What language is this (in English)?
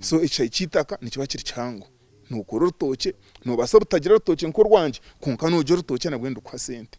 Nyankole